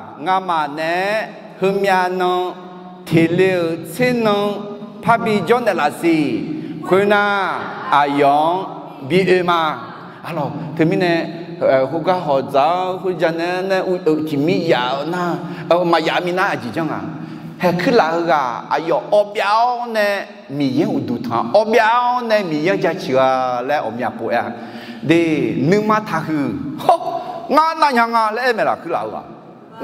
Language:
Akha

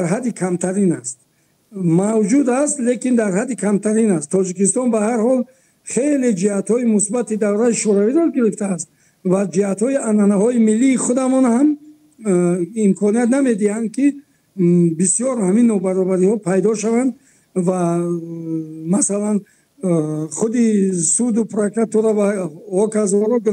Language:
Tajik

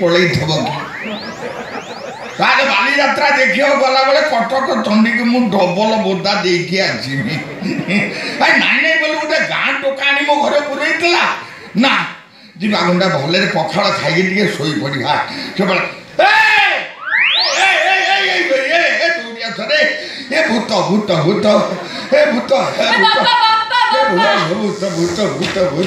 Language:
Odia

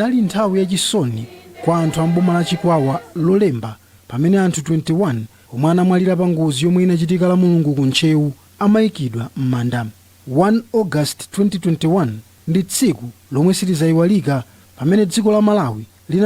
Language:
Nyanja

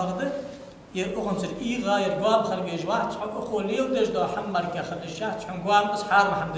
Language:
Ingush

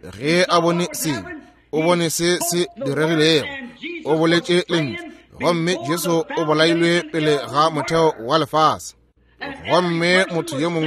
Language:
Northern Sotho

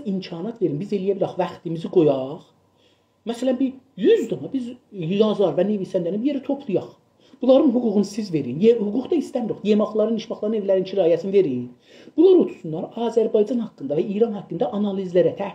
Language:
South Azerbaijani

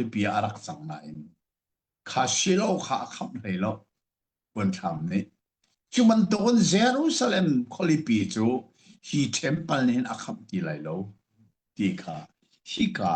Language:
Hakha Chin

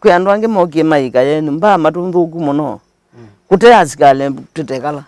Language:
Kamba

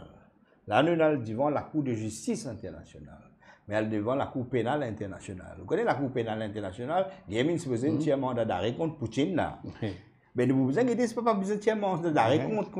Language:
Morisyen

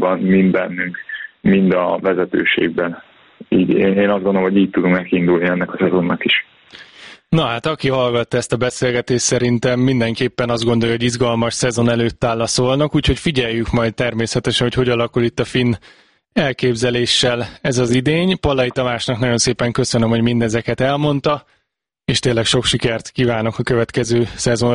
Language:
Hungarian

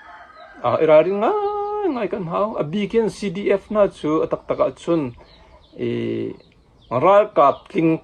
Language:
Hakha Chin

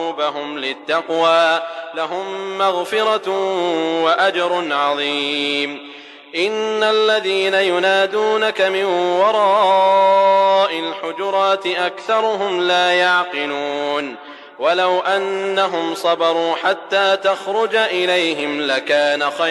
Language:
Arabic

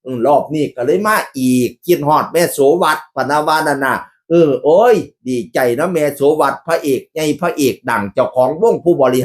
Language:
Northeastern Thai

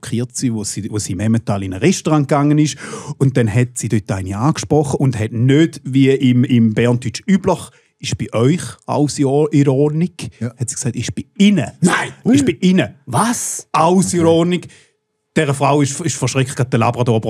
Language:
Swiss German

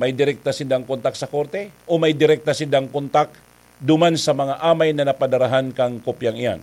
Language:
Bikol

